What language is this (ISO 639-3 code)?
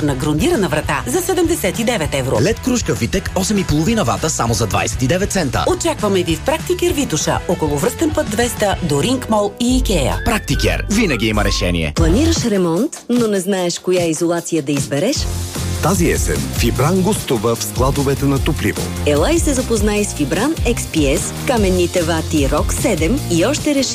bul